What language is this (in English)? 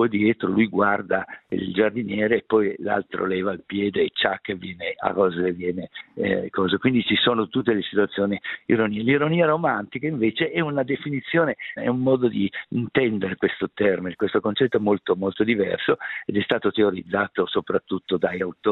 Italian